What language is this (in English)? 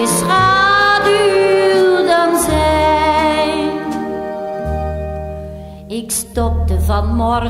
Dutch